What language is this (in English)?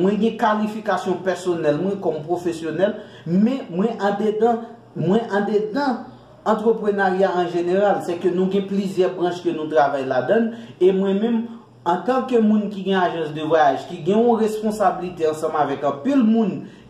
Haitian Creole